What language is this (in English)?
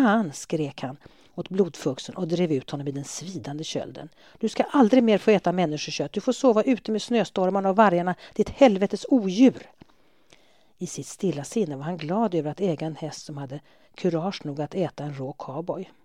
Swedish